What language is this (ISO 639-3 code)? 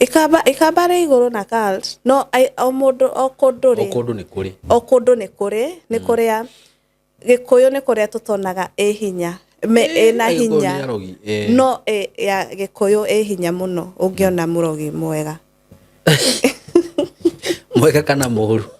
kik